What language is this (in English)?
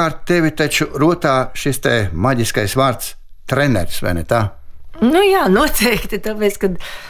Latvian